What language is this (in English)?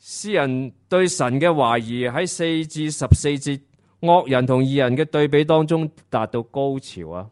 Cantonese